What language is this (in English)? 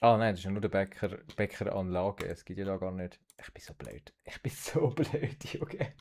Swiss German